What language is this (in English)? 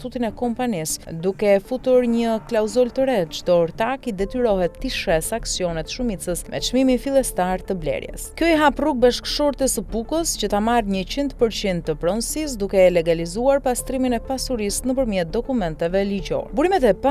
Albanian